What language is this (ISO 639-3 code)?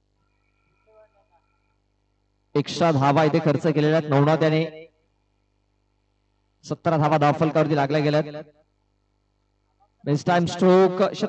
mar